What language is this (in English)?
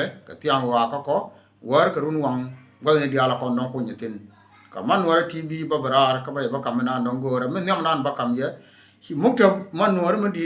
Nuer